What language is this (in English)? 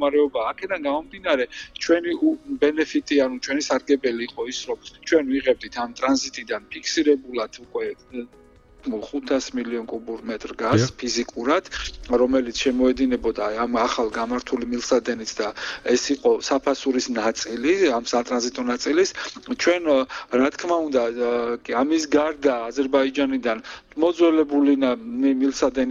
Georgian